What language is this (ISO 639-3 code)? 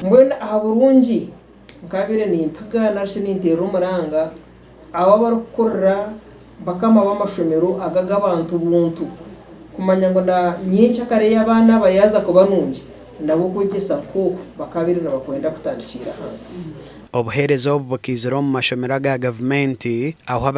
nyn